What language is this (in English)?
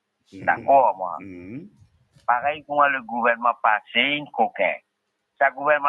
Morisyen